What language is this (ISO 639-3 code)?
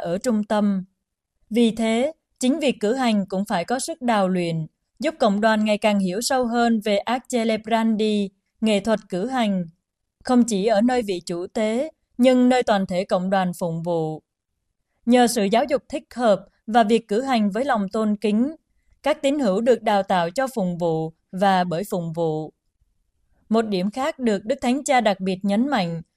vie